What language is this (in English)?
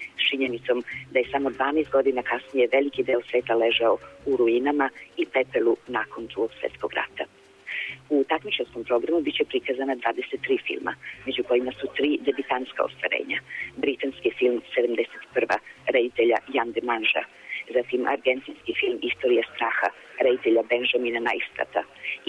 Serbian